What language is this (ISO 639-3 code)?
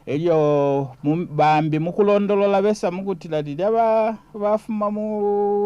bem